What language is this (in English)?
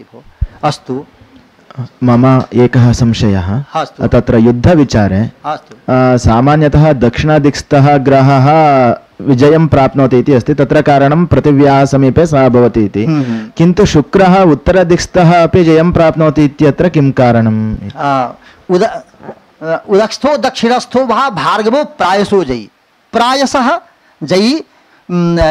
Sanskrit